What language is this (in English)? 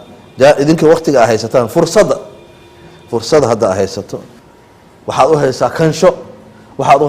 Somali